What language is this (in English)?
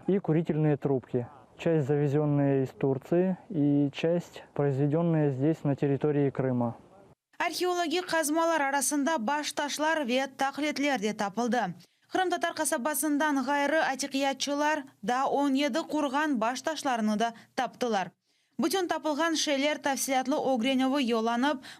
Crimean Tatar